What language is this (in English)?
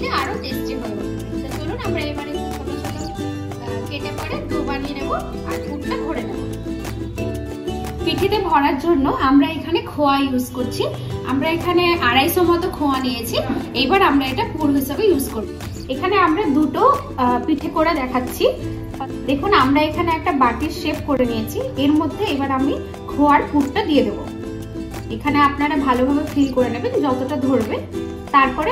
Bangla